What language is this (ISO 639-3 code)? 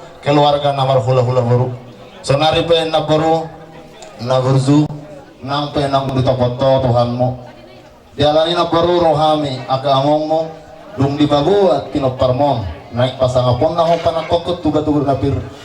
bbc